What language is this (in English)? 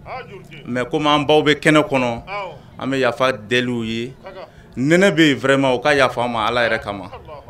Bambara